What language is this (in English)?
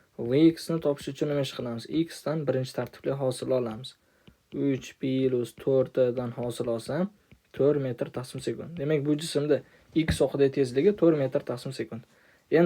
Uzbek